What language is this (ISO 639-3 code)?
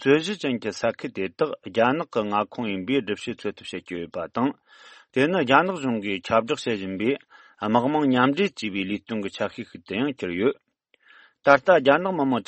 bod